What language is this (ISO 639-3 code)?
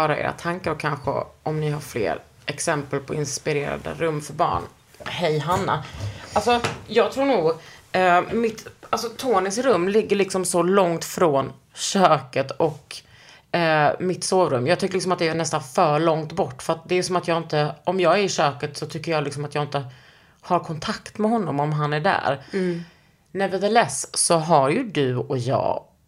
swe